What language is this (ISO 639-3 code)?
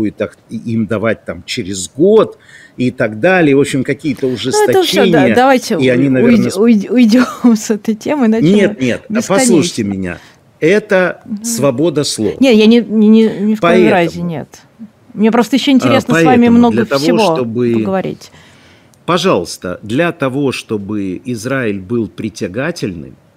rus